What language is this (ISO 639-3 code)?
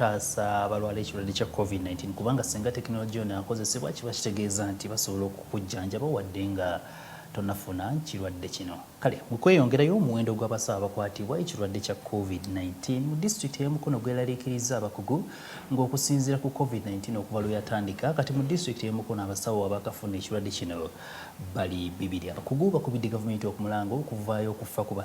lug